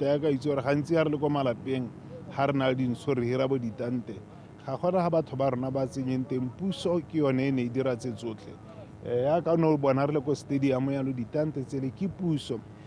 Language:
Tswana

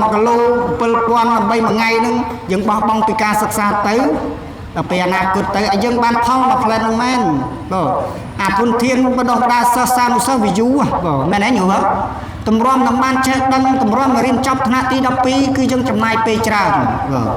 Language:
Khmer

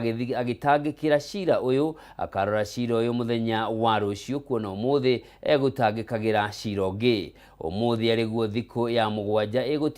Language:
Kikuyu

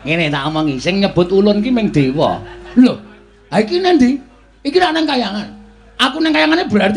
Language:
Javanese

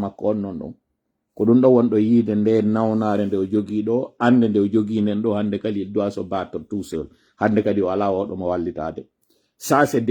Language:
Pular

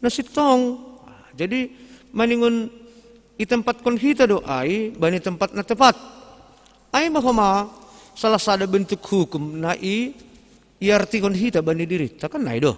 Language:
Batak Simalungun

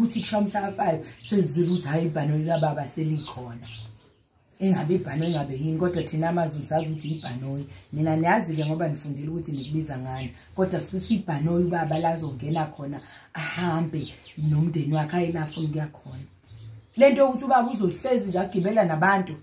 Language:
Zulu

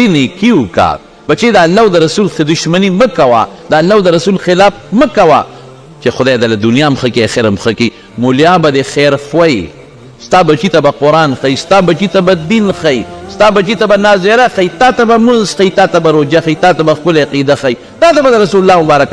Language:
Pashto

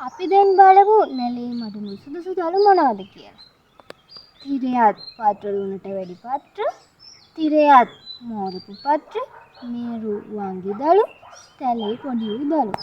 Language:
Sinhala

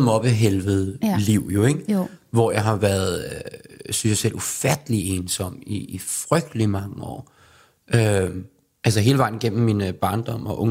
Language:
Danish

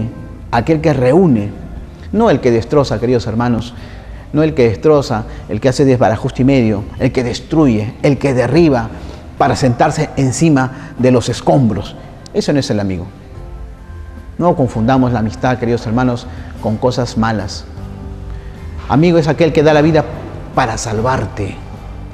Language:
Spanish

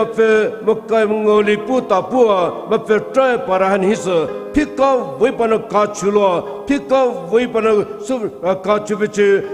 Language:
Poumei Naga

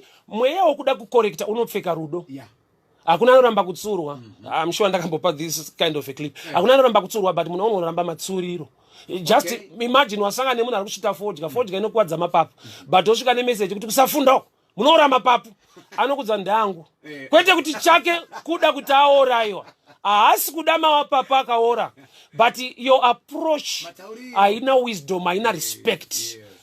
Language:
Shona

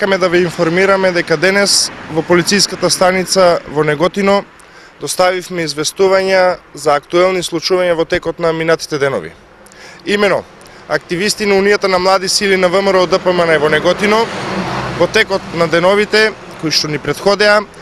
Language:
Macedonian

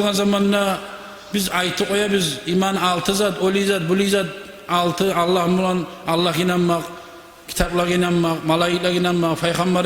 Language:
Kumyk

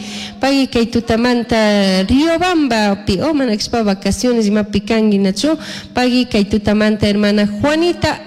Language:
Chimborazo Highland Quichua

